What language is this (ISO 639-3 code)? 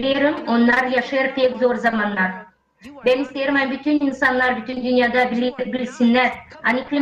gag